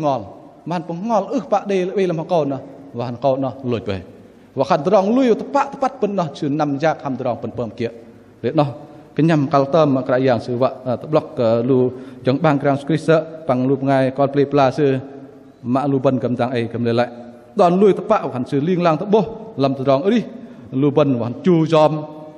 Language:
Bahnar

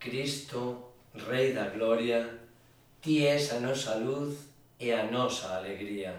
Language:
Galician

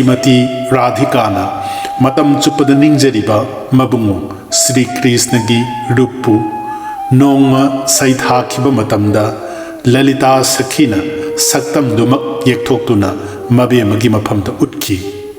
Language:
Manipuri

